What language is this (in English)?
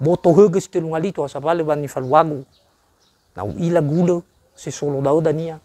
Nias